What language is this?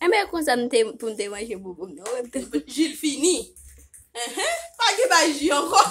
Haitian Creole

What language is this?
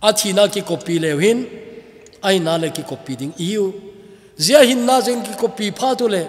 Thado Chin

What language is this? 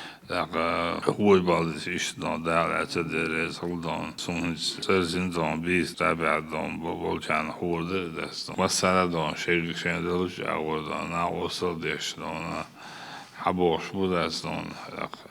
Chechen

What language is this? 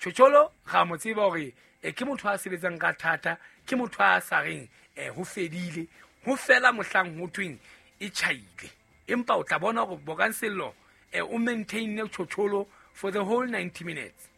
Southern Sotho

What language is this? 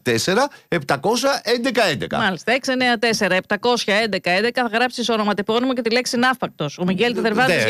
Greek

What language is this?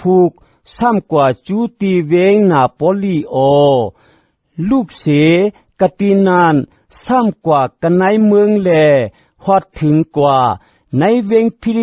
Shan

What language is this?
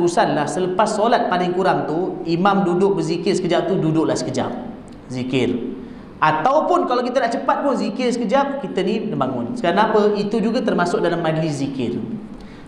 Malay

